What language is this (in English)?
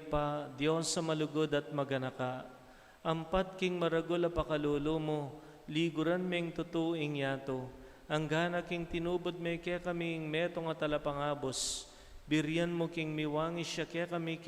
Pampanga